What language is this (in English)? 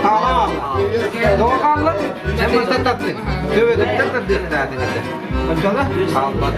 Yakut